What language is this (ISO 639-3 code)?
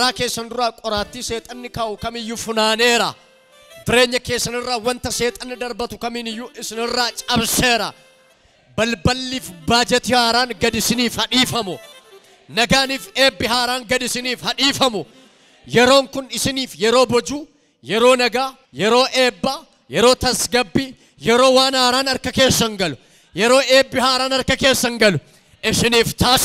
orm